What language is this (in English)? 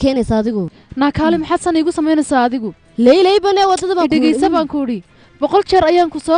Somali